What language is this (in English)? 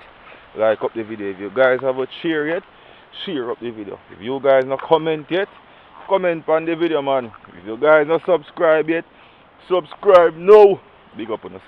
Jamaican Creole English